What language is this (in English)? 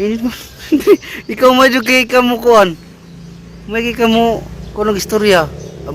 Cebuano